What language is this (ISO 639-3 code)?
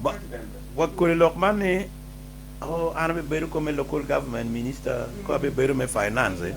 ach